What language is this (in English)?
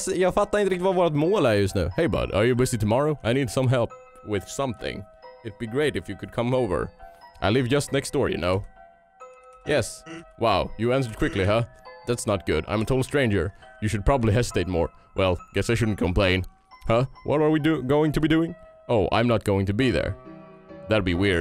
Swedish